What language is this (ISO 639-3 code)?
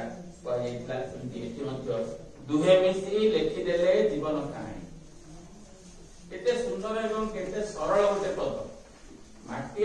ori